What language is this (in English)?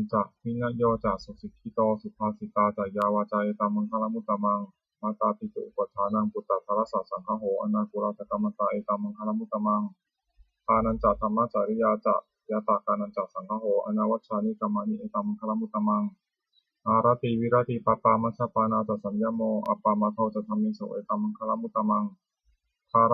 Pali